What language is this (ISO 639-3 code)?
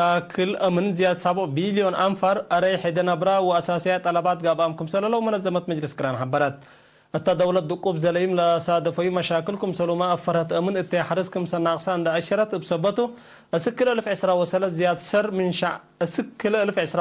tig